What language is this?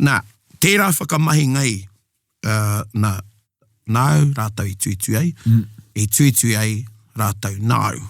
Māori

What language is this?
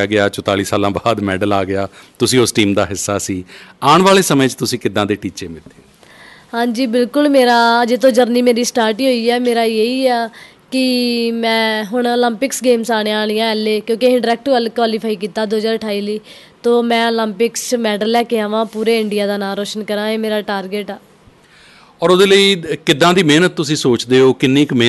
Punjabi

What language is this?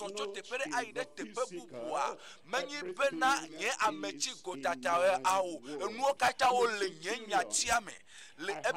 Ewe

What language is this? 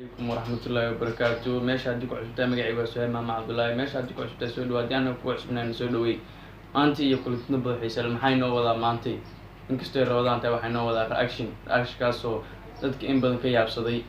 Somali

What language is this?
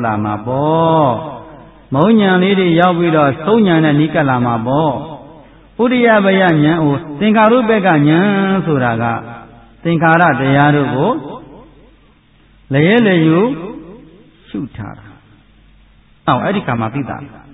Burmese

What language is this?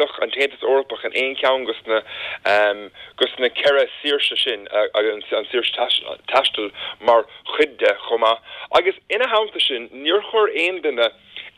Irish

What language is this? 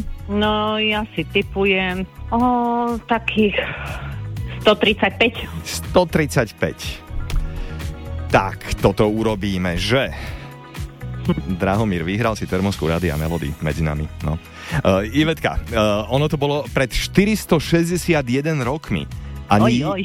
Slovak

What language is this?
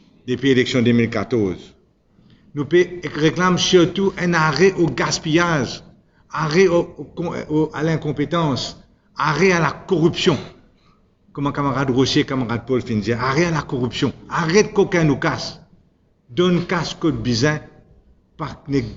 Morisyen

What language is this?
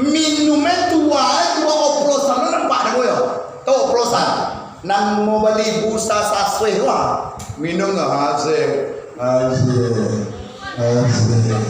Minangkabau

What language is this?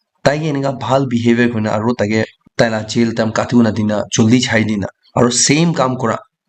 Naga Pidgin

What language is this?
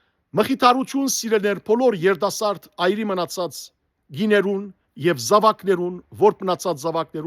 Western Armenian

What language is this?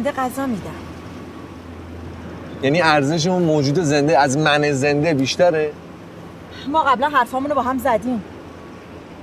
Persian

